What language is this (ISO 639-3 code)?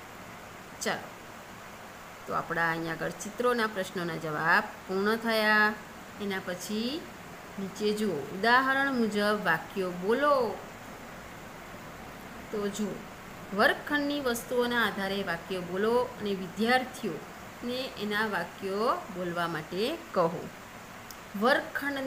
guj